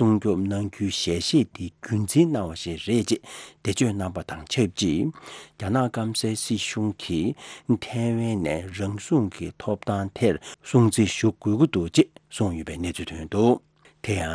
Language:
Tibetan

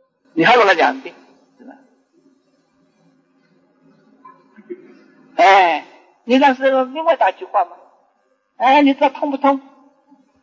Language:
Chinese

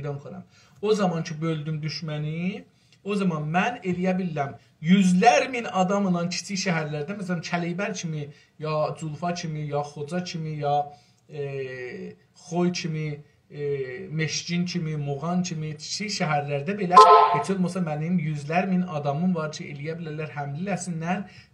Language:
South Azerbaijani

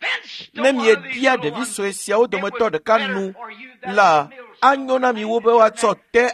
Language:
Ewe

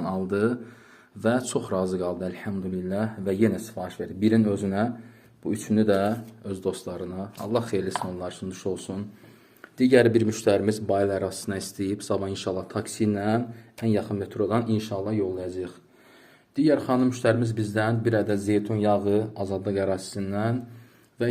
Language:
Azerbaijani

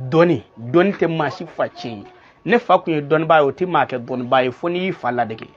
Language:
Bambara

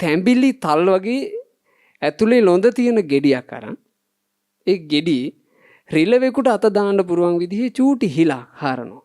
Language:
Sinhala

